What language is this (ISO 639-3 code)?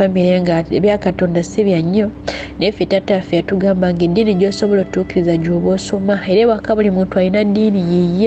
lug